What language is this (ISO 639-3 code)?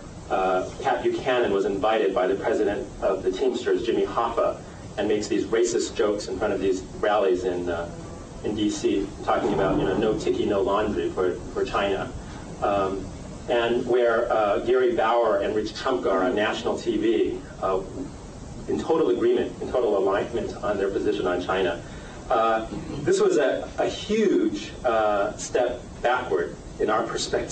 eng